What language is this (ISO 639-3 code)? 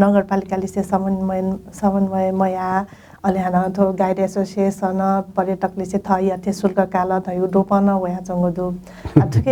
new